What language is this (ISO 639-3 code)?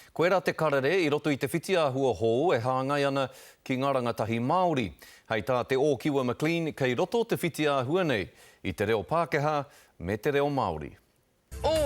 mri